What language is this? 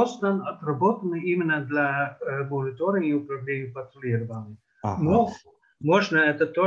Russian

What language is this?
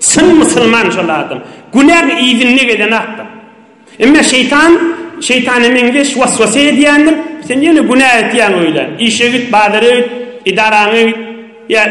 Turkmen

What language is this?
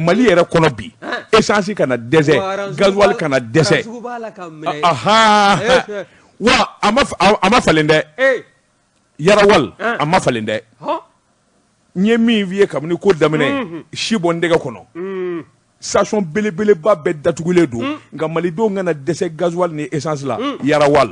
Bambara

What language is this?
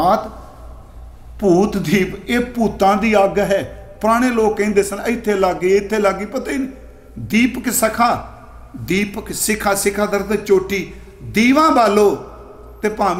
Punjabi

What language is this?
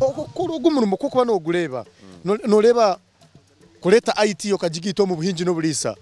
Nyankole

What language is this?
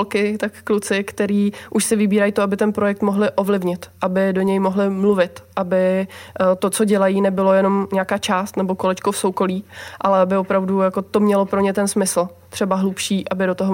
Czech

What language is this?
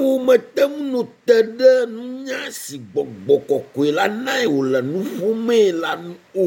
Ewe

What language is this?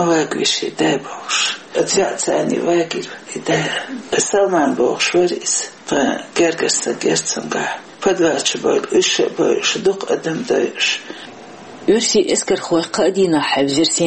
Chechen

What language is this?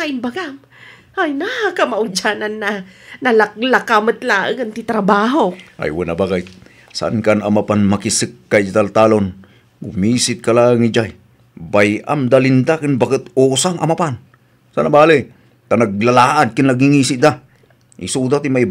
Iloko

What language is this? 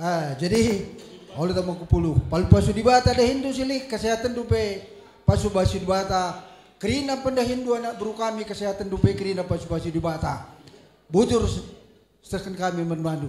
Batak Karo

